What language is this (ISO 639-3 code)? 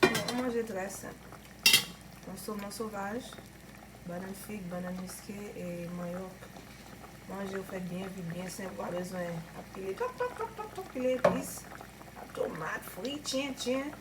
hat